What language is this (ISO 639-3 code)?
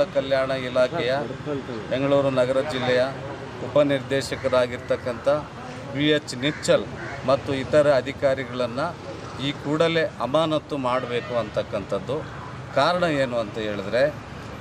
kan